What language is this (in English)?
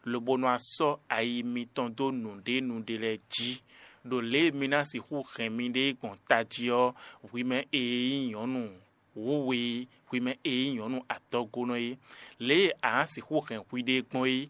Fon